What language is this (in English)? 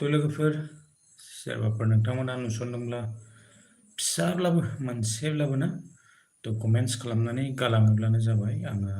Bodo